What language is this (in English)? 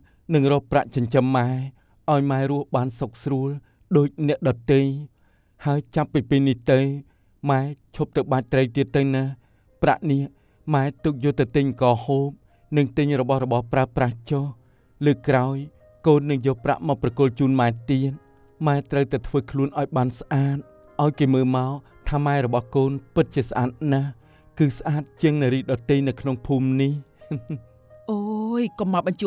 Khmer